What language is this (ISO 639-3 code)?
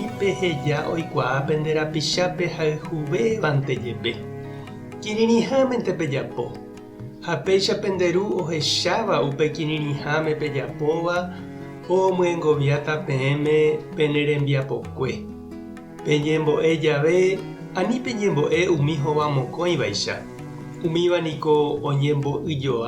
grn